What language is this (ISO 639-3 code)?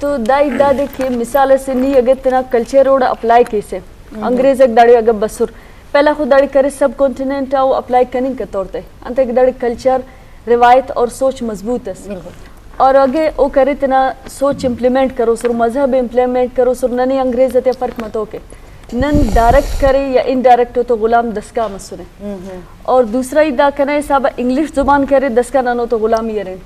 bgp